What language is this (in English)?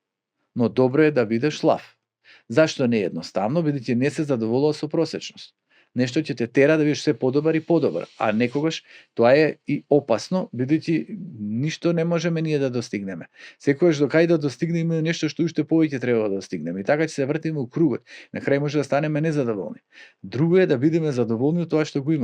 Macedonian